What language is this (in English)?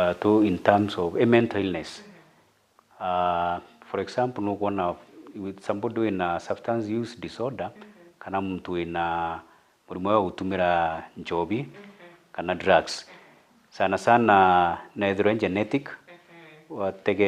Meru